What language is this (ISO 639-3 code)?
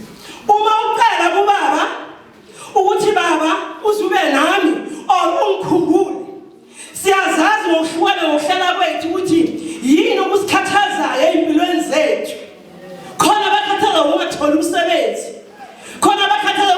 zul